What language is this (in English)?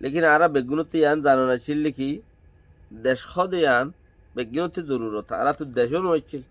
Rohingya